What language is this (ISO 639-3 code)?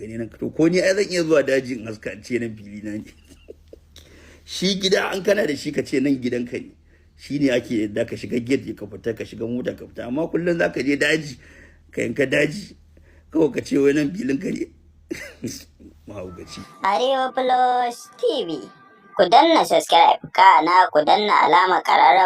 hau